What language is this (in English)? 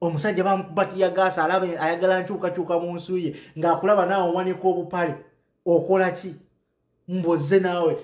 Ganda